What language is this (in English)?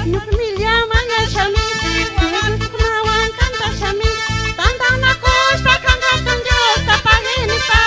Chimborazo Highland Quichua